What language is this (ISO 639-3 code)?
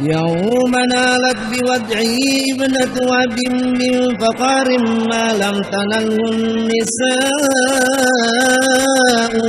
bug